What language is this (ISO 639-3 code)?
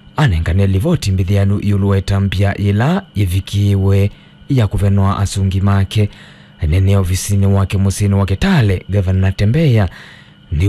kam